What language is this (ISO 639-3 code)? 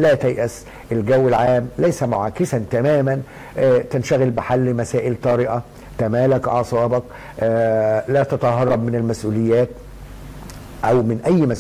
ara